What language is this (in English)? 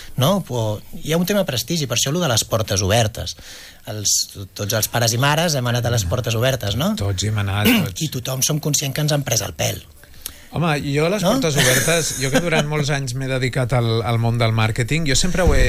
Catalan